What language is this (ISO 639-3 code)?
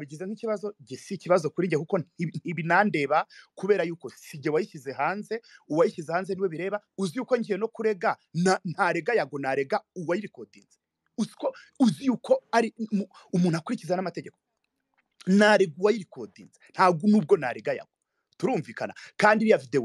kin